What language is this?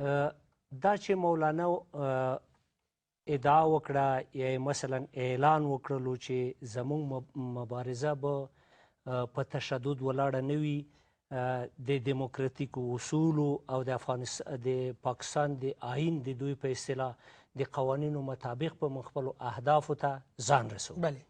Pashto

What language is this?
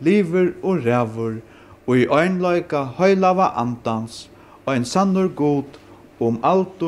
Faroese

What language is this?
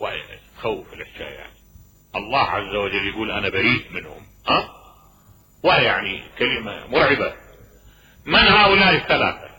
Mesopotamian Arabic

